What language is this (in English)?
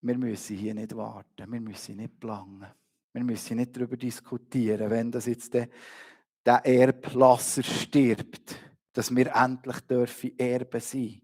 Swiss German